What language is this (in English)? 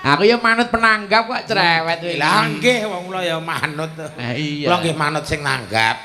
Javanese